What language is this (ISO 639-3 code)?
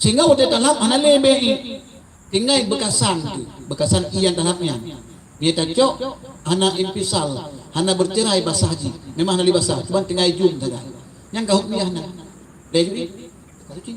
ace